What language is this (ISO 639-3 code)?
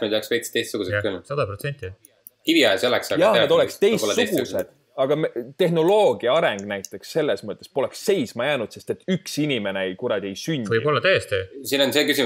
est